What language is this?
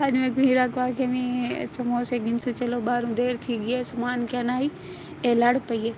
Saraiki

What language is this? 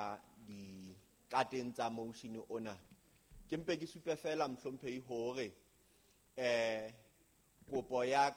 Southern Sotho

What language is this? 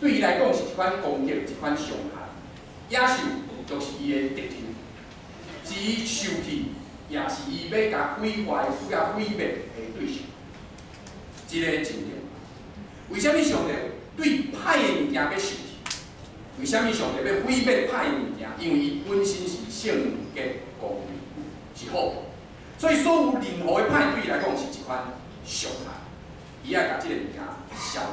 Min Nan Chinese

